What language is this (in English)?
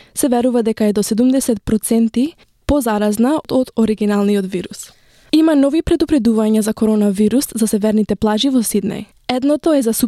Macedonian